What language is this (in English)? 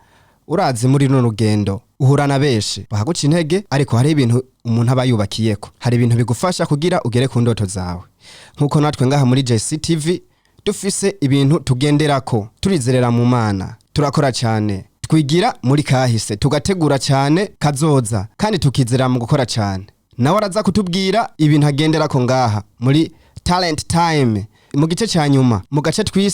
Rundi